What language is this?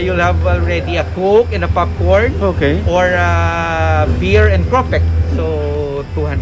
Hiligaynon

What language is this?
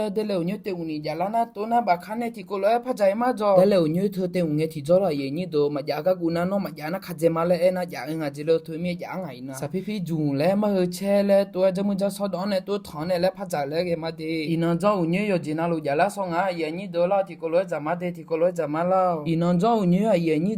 Akha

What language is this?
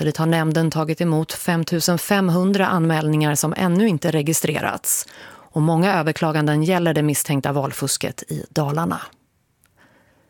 Swedish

